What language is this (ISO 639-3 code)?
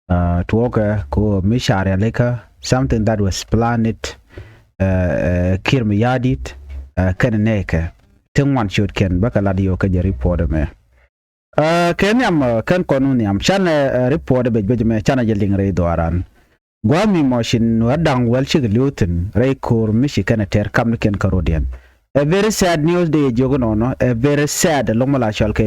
nus